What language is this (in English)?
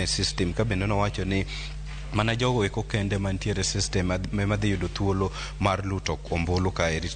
Luo (Kenya and Tanzania)